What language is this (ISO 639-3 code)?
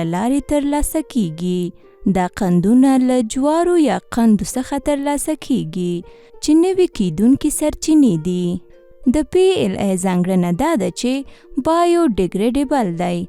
pus